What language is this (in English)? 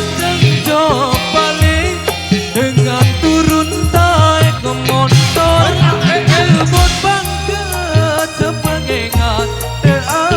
Sasak